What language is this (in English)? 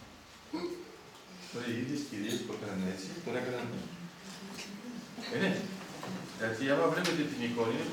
Greek